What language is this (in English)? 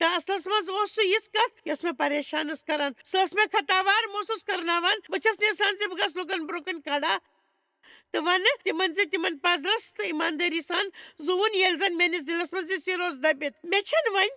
Kashmiri